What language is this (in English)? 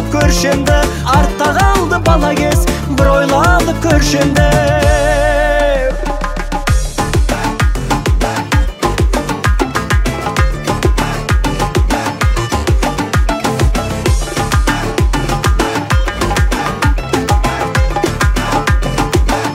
Kazakh